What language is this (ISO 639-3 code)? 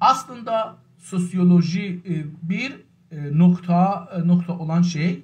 azb